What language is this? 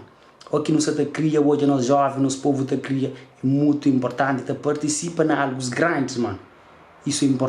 Kabuverdianu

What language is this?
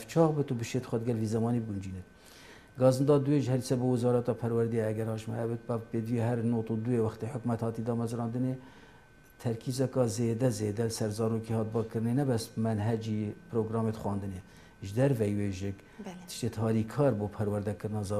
Kurdish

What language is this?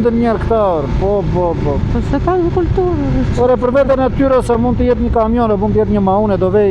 Albanian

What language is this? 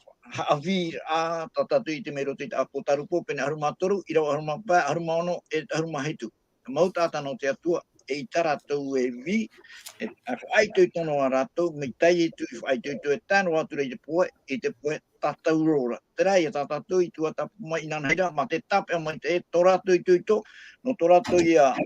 Tahitian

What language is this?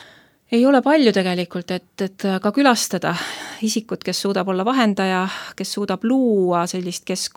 Estonian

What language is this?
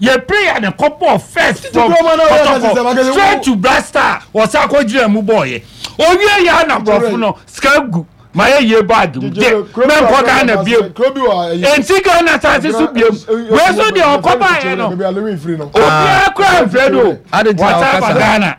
Akan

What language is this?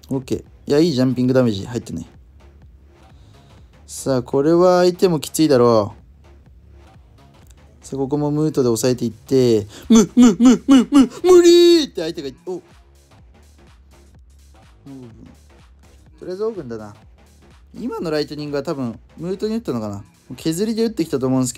Japanese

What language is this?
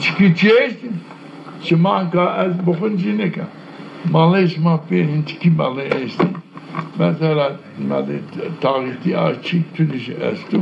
Zaza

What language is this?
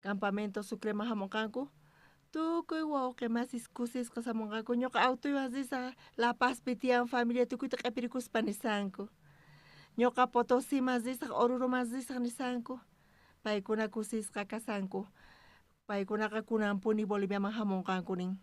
South Bolivian Quechua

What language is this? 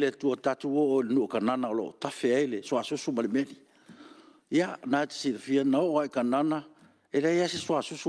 Samoan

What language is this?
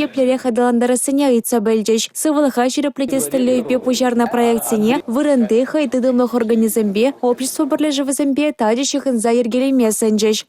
Chuvash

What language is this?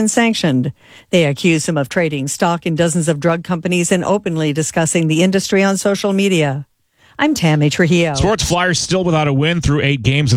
English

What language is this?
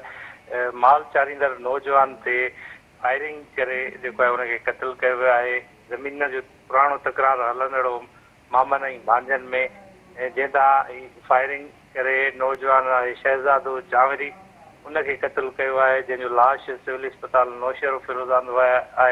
Sindhi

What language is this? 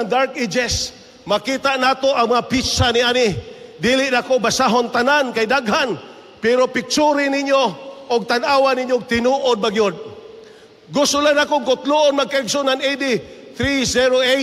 Cebuano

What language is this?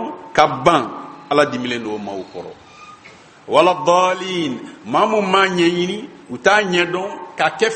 Bambara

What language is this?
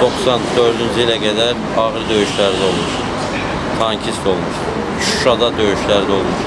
Azerbaijani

